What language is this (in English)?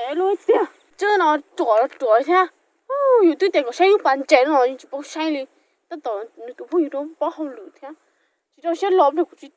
Hmong